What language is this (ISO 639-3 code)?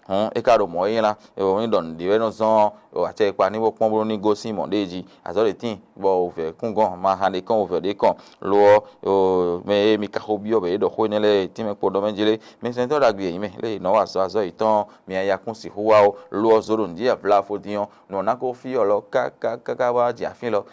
fon